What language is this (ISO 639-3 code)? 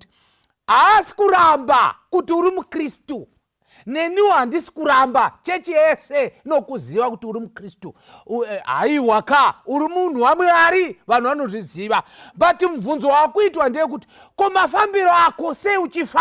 sna